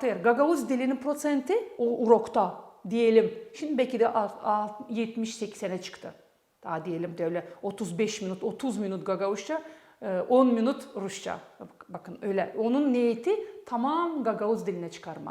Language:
Gagauz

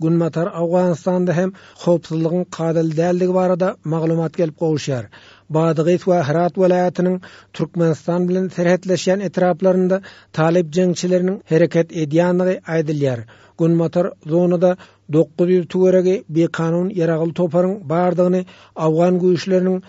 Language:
Turkmen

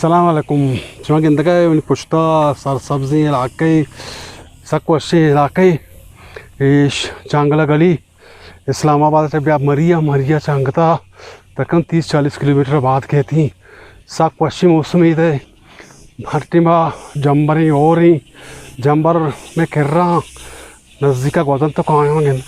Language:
Eastern Balochi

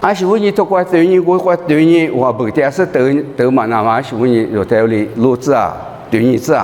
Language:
Lisu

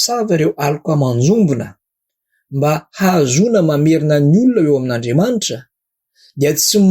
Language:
Malagasy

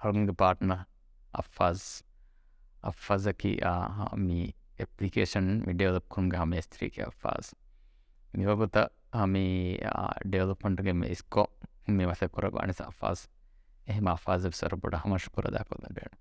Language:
Divehi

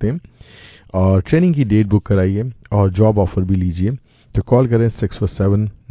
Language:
Urdu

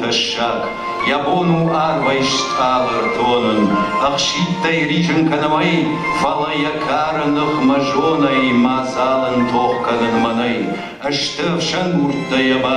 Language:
Ossetic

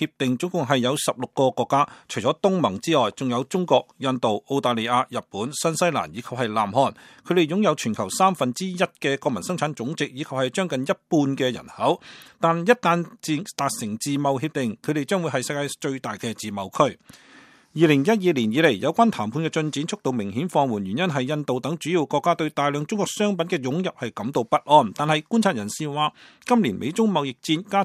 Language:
Cantonese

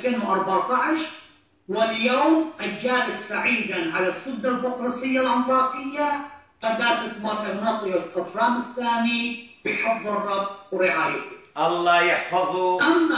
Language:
Arabic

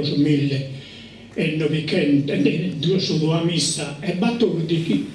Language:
Sardinian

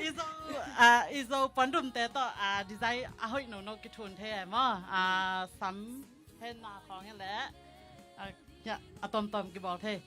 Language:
Tedim Chin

